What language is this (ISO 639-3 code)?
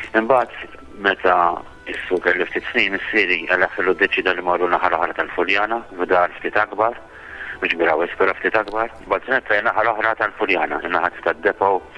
mlt